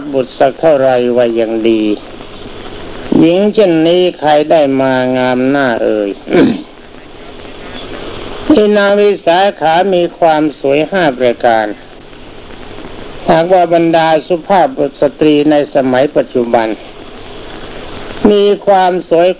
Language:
Thai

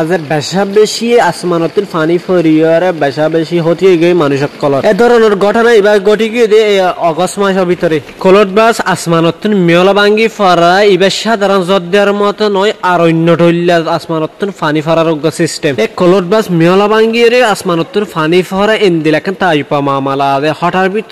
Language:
Rohingya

